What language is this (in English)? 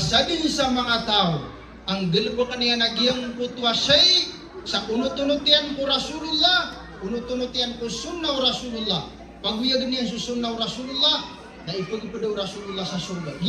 Maranao